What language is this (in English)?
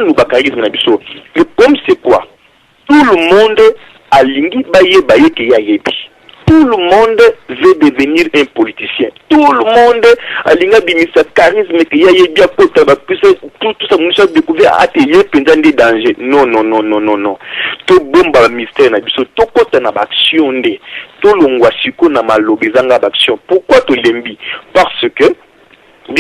Lingala